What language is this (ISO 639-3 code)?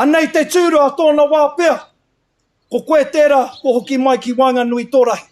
mri